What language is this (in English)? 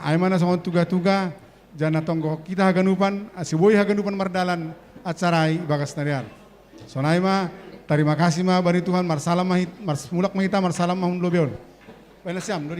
Batak Simalungun